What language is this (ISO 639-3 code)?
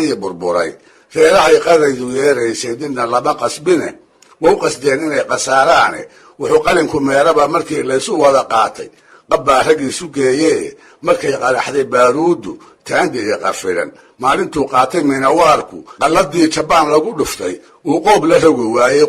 som